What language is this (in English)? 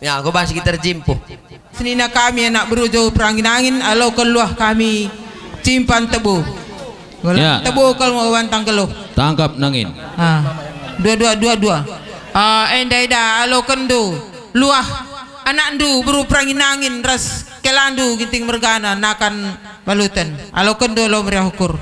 Batak Karo